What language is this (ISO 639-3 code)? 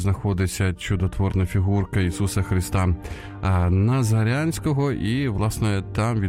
ukr